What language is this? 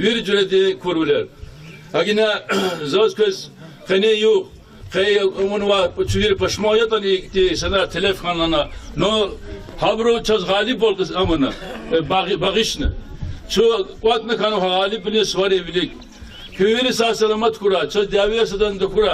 Lezghian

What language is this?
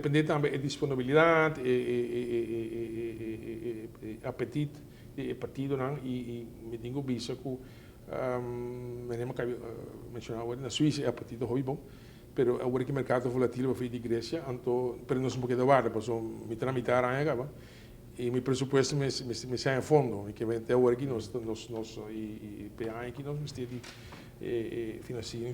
Papiamento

